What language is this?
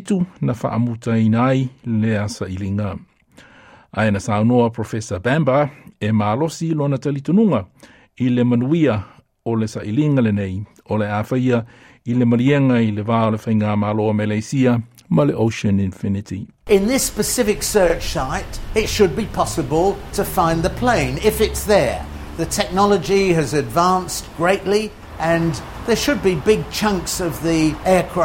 Samoan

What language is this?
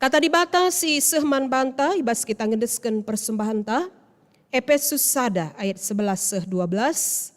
Batak Karo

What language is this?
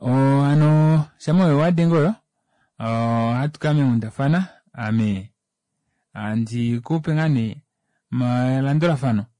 Kuanyama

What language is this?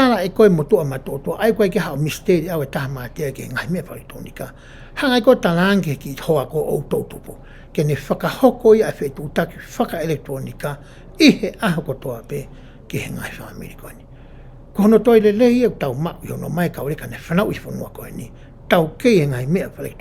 Tongan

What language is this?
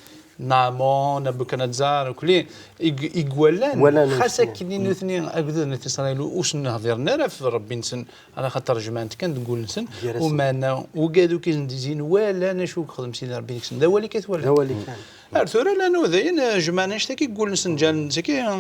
Kabyle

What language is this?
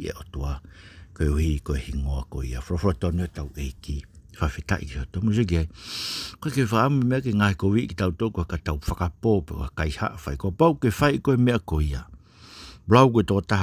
Tongan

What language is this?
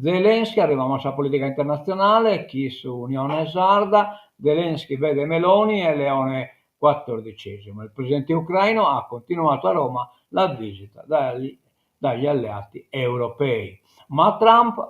Sardinian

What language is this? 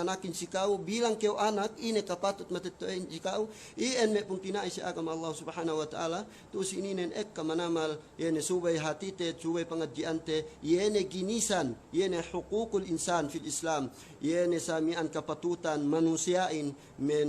Yakan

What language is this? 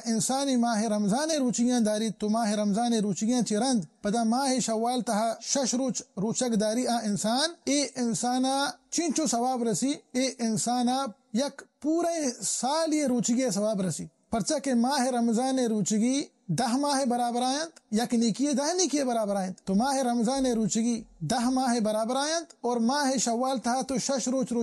Baluchi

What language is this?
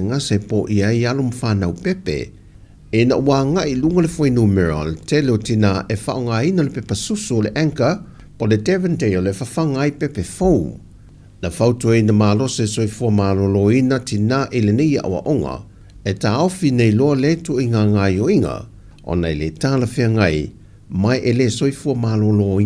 Samoan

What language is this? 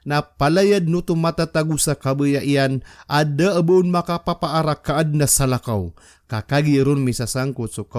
Maranao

